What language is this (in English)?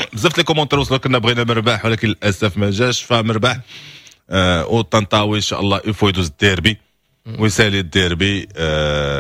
Moroccan Arabic